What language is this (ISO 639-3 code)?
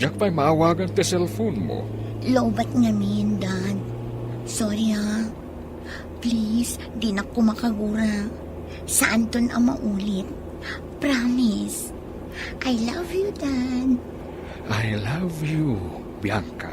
ilo